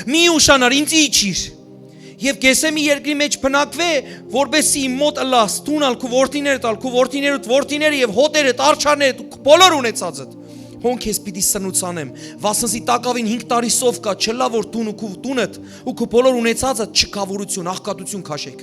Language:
Western Armenian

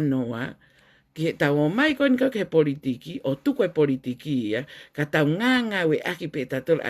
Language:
Tongan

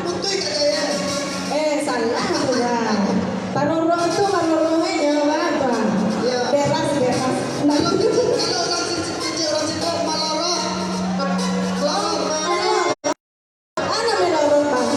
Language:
Minangkabau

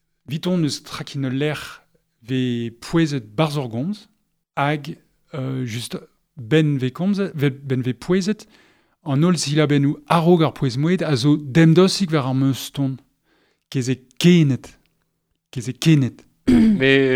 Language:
Breton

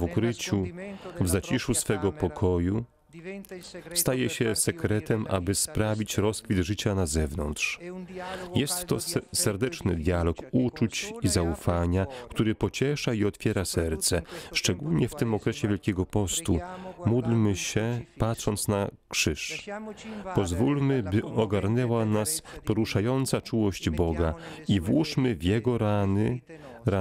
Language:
Polish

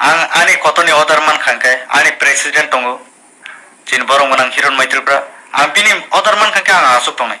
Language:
Kok Borok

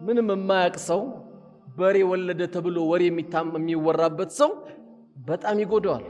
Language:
Amharic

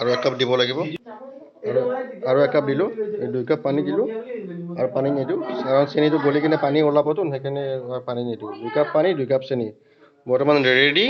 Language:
Assamese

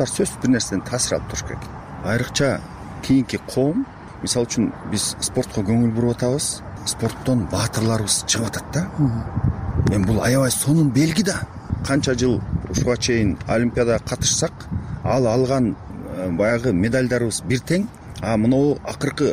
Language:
Kyrgyz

